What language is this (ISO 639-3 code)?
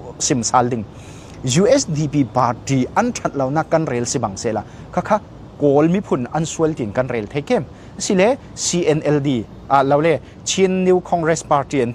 cfm